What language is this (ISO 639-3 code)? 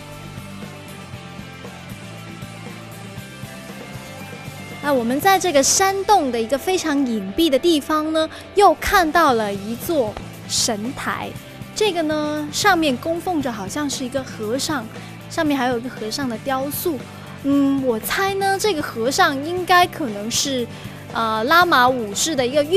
zho